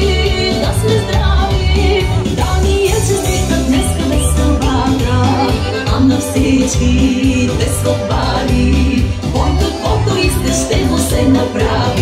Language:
Bulgarian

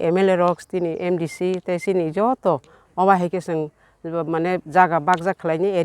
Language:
Kok Borok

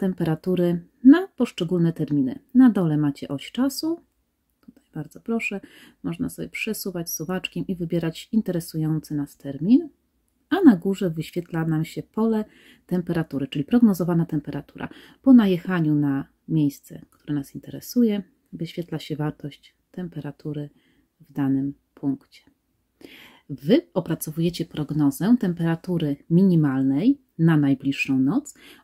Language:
Polish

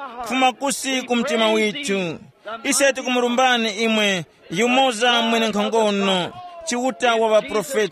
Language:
Tumbuka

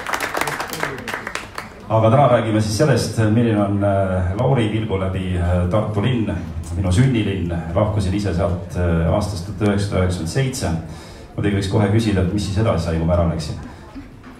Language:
Estonian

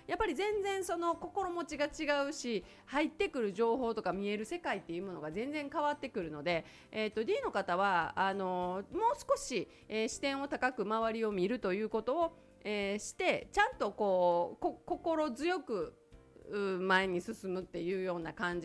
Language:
Japanese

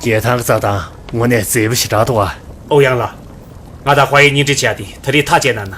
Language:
Tibetan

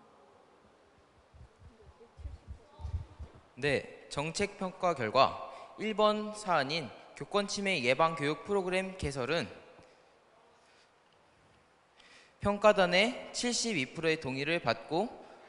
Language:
Korean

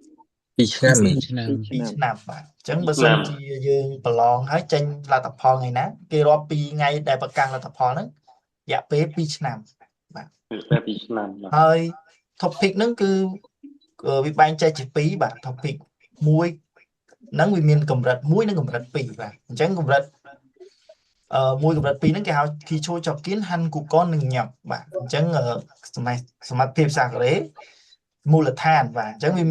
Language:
Khmer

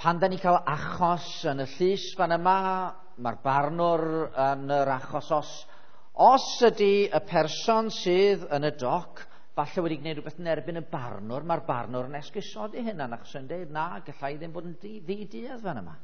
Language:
Welsh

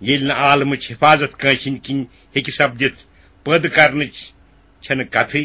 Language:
Kashmiri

